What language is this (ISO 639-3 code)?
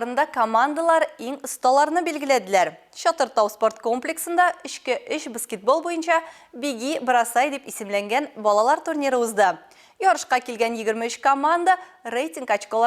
tat